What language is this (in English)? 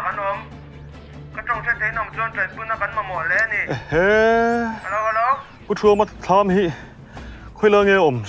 Vietnamese